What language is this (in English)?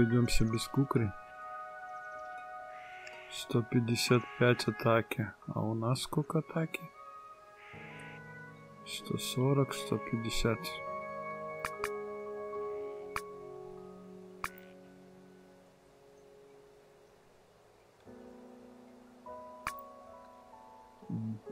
Russian